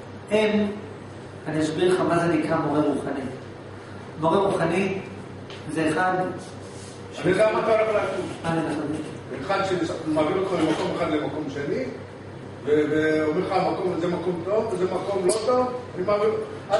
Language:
Hebrew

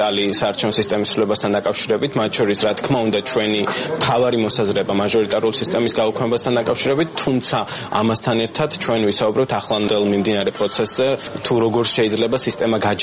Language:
Georgian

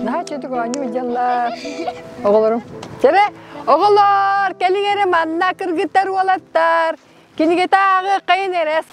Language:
Yakut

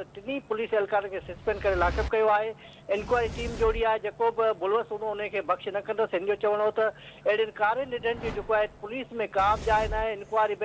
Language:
Sindhi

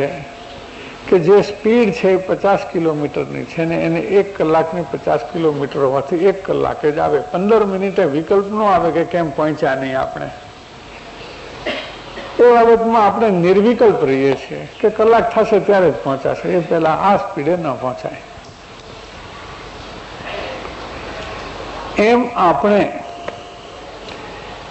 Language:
Gujarati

